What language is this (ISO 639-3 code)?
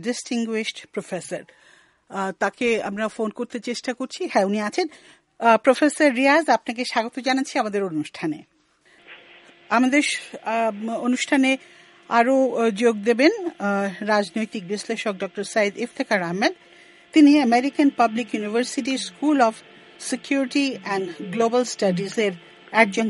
ben